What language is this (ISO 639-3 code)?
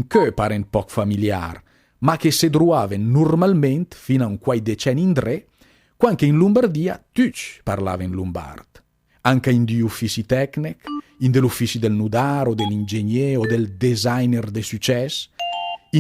lmo